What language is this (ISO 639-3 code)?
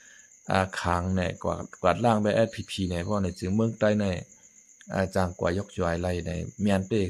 shn